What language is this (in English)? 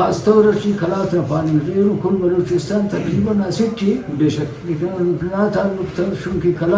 Brahui